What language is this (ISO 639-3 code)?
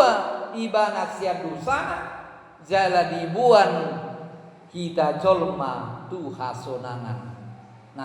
bbc